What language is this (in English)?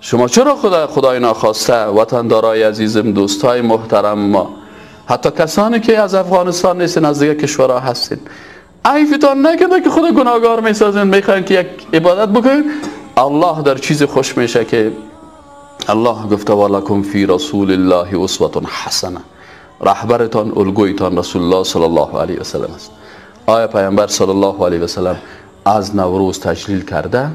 Persian